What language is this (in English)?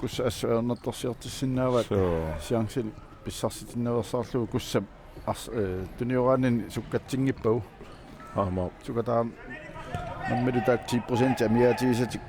Kalaallisut